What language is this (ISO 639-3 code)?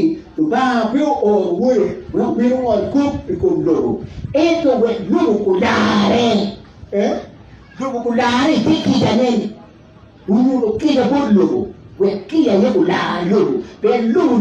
ach